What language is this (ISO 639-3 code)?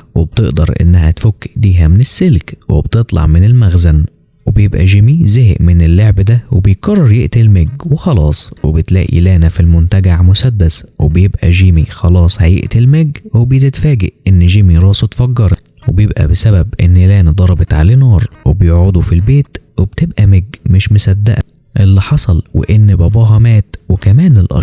arz